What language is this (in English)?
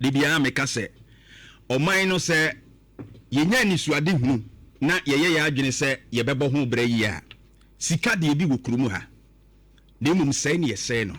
Akan